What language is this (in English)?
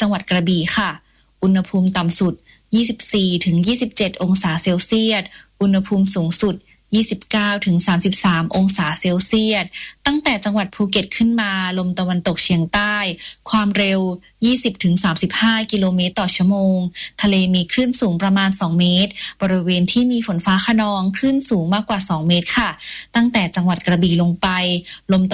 Thai